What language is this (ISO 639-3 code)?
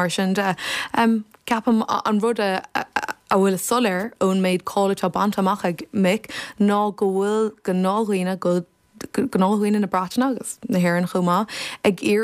gle